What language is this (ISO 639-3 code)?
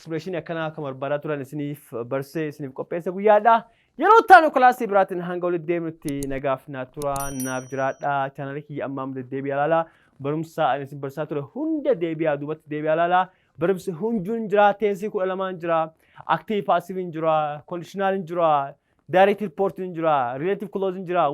orm